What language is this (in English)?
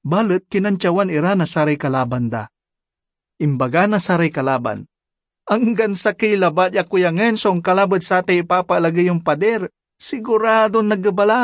Pangasinan